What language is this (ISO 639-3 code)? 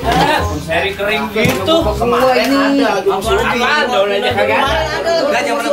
bew